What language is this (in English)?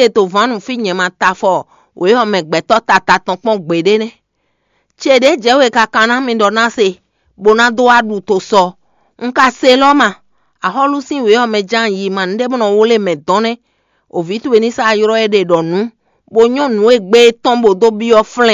Fon